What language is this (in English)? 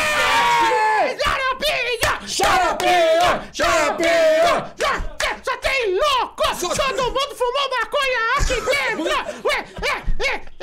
Portuguese